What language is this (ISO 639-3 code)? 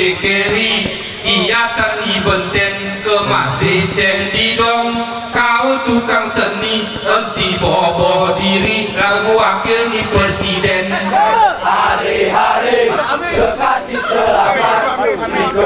gay